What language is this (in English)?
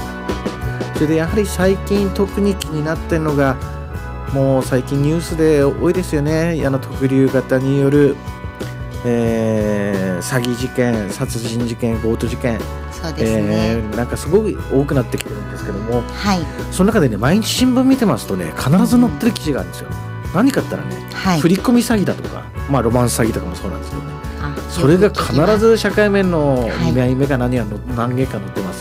Japanese